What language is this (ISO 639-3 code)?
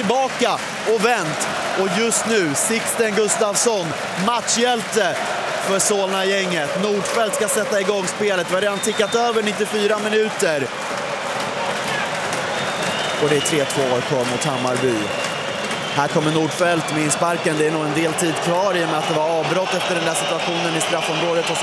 swe